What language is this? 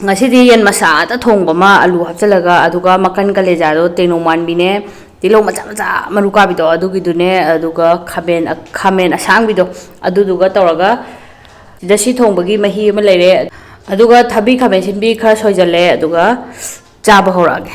Manipuri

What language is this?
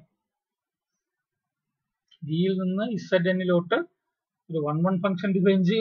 Malayalam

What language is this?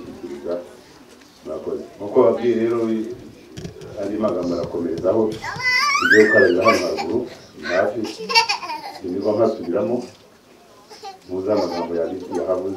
Kinyarwanda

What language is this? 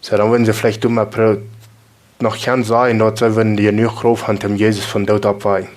Plautdietsch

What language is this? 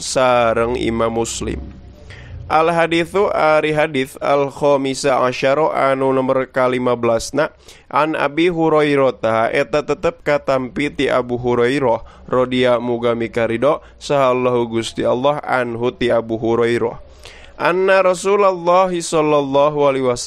Sundanese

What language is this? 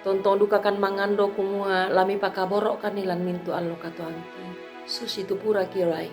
Toraja-Sa'dan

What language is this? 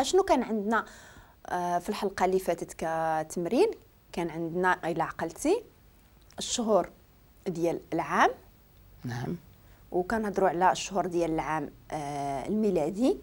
Moroccan Arabic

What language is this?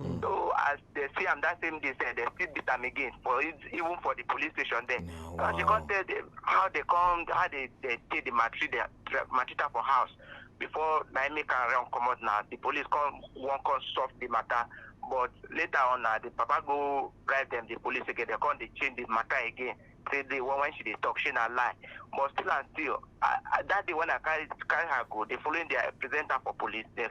Nigerian Pidgin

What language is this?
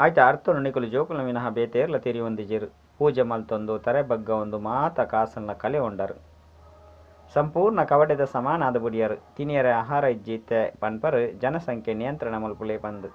Tulu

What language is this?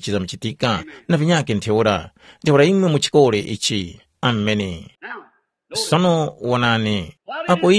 Tumbuka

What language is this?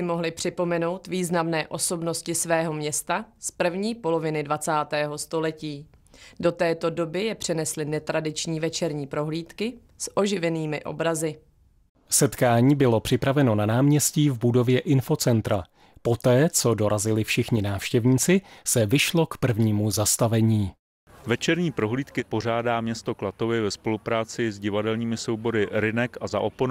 Czech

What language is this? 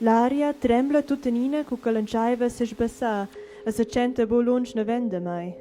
Romansh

